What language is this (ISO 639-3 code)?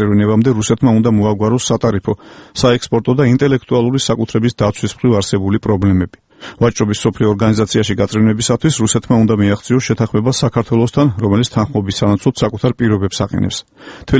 kat